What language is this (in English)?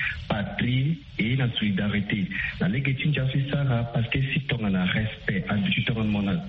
Sango